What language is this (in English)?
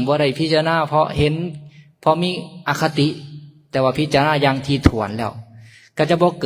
Lao